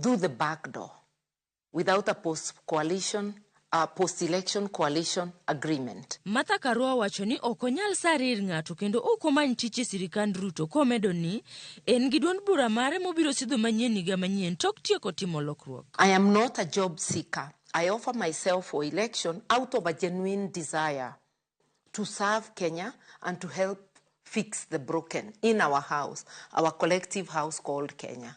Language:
Luo (Kenya and Tanzania)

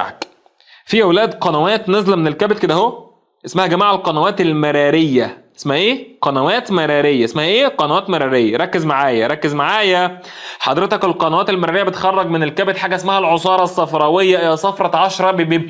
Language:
Egyptian Arabic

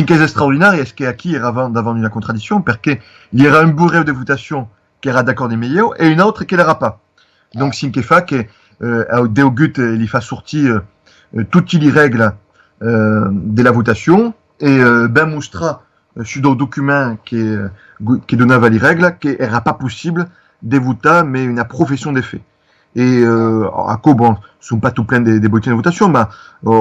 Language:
Occitan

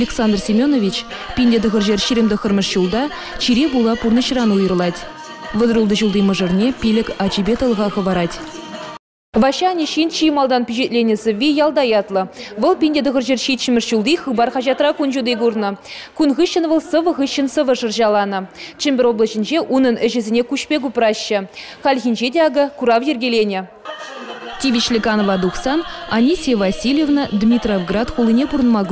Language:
Chuvash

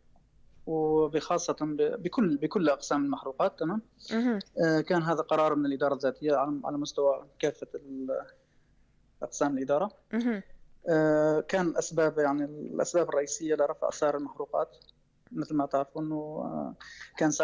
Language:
North Levantine Arabic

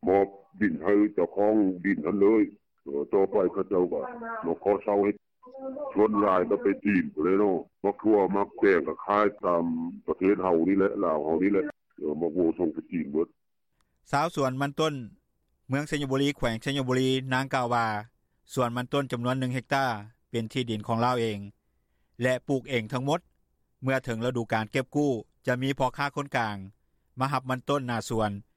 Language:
Lao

